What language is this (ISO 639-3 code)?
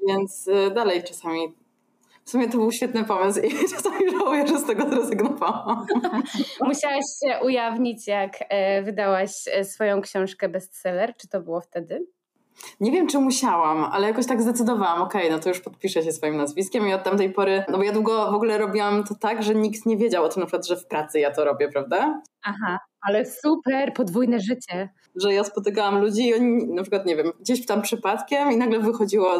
pol